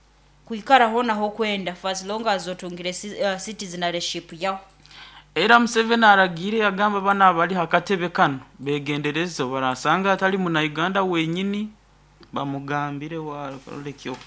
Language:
Nyankole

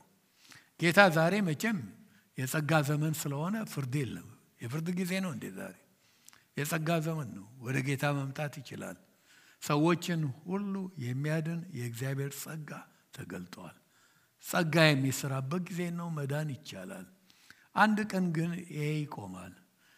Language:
Amharic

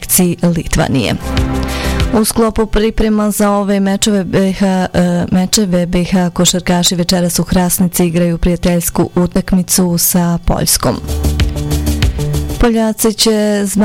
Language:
Bosnian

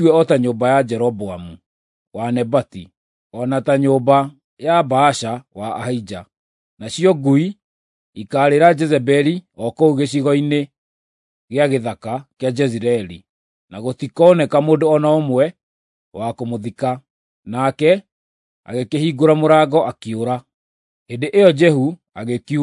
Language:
Kikuyu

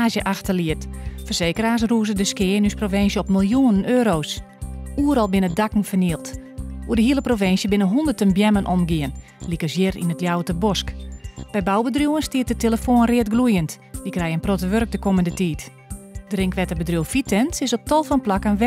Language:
Western Frisian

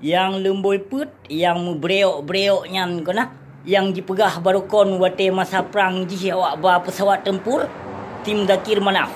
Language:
Achinese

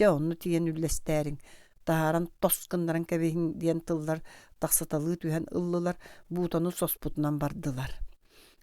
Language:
Yakut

